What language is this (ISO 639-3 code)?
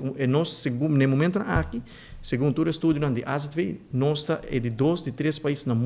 pap